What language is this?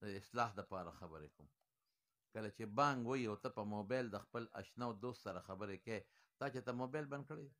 Pashto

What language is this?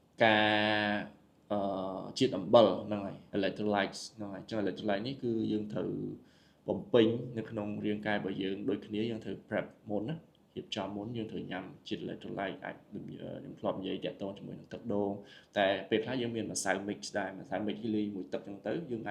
Khmer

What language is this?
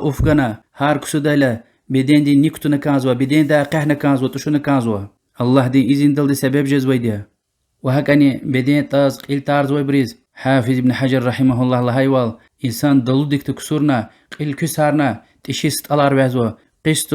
Lezghian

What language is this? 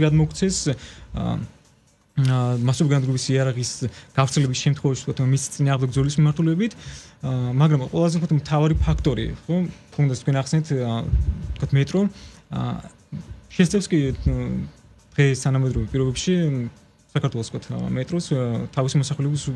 Georgian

